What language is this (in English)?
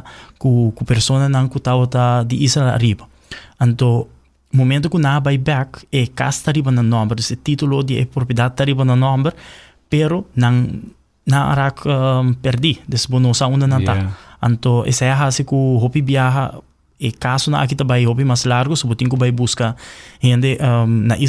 Papiamento